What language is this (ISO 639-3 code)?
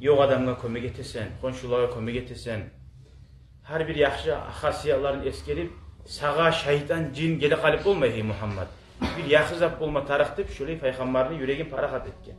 kum